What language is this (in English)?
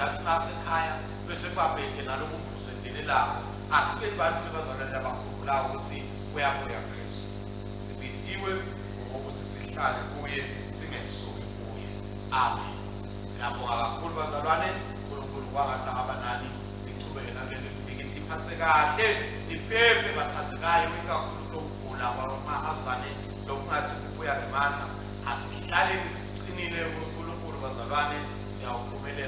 Swati